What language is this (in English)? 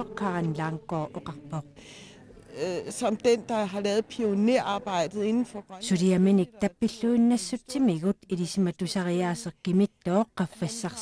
Kalaallisut